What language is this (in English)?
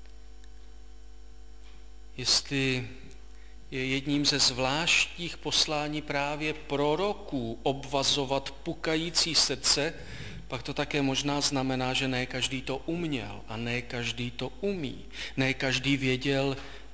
Czech